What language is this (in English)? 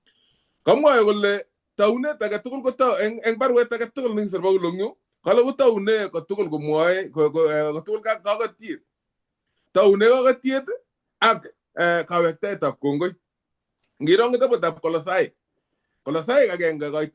Kalenjin